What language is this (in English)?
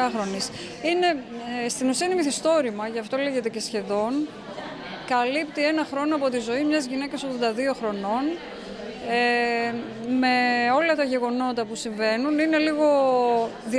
Greek